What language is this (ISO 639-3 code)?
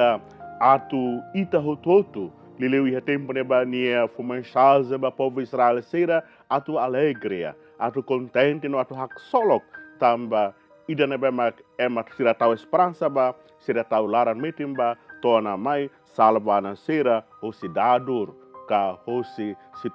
tet